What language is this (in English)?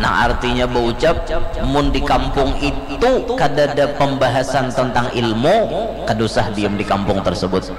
Banjar